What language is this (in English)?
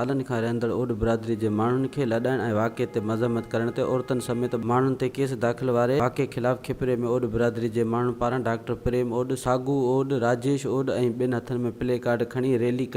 Sindhi